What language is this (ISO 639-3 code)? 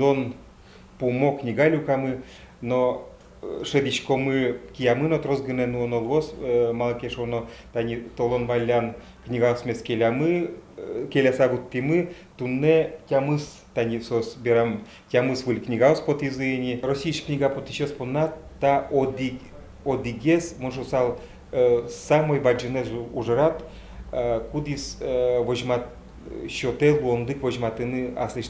udm